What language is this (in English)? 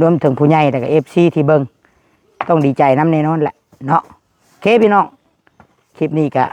Northeastern Thai